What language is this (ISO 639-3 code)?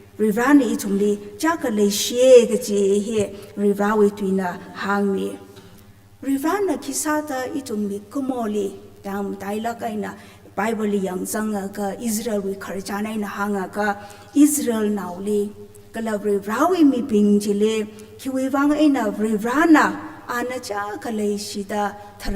nmf